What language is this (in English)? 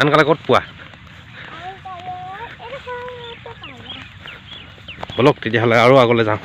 Assamese